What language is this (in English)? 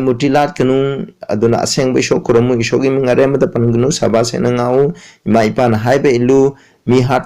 Manipuri